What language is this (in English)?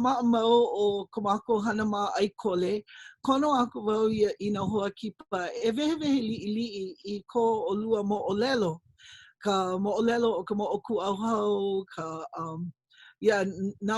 Hawaiian